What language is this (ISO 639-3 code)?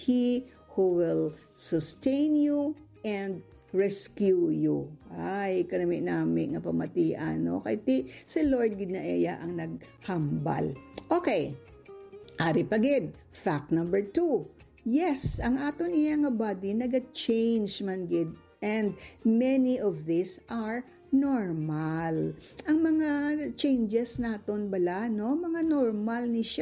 hil